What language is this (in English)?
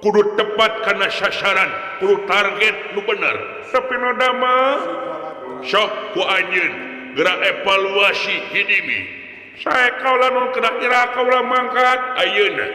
Sundanese